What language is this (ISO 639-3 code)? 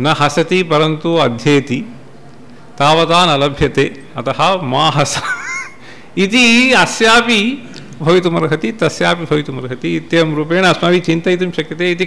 san